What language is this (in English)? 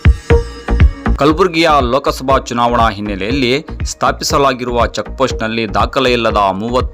Kannada